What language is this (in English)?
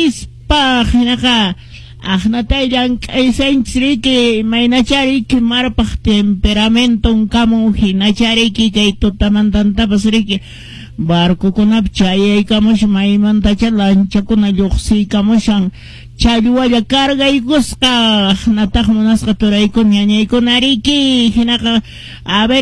Quechua